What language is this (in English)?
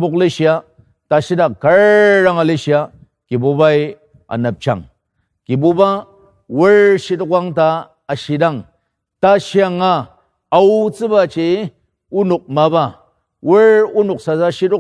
Ao Naga